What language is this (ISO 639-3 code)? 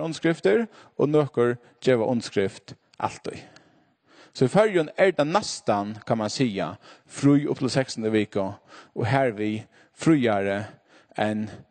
fao